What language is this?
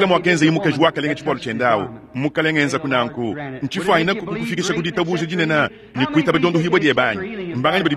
Luba-Lulua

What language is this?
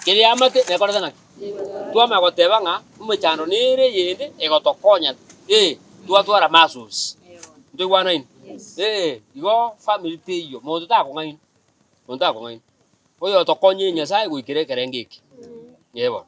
Gusii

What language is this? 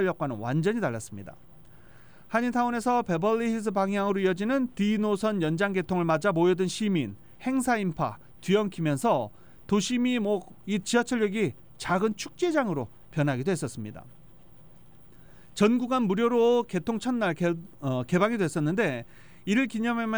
Korean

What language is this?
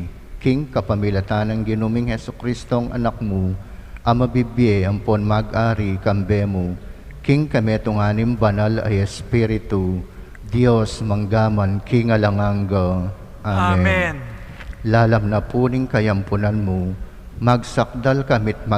Pampanga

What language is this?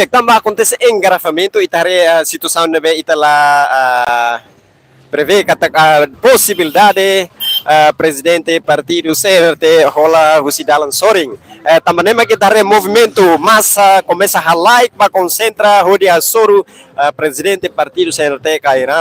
Tetum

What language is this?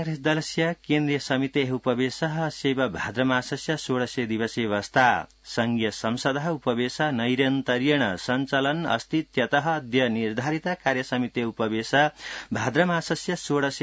Sanskrit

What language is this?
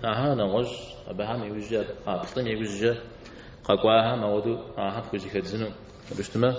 Kabardian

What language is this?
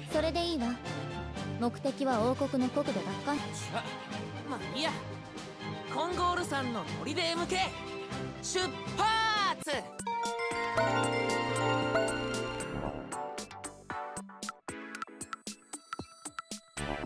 Japanese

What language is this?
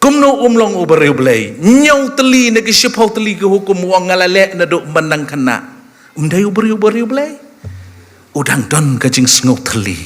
Khasi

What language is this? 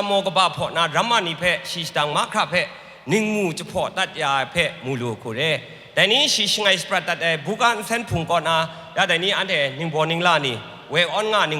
Kachin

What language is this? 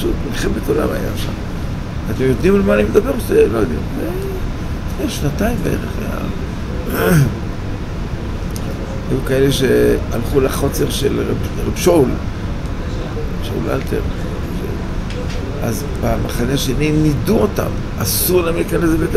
Hebrew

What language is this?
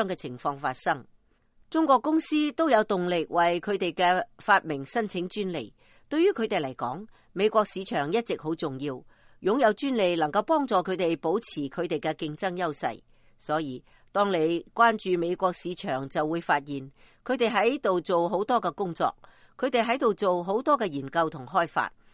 Cantonese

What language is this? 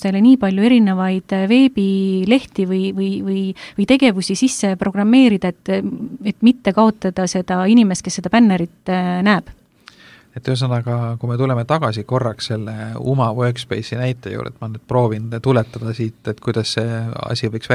Estonian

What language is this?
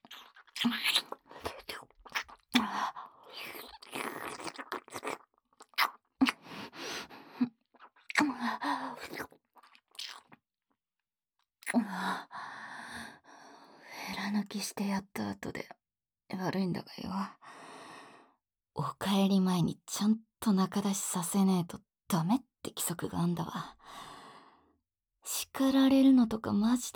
Japanese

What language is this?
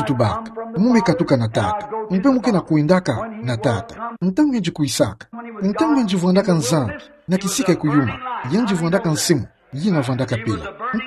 Kituba (Democratic Republic of Congo)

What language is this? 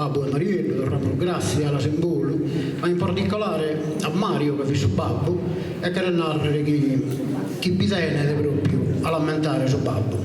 Sardinian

